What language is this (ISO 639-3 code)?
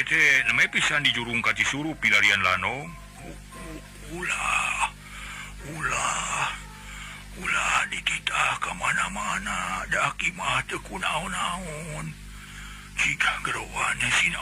sun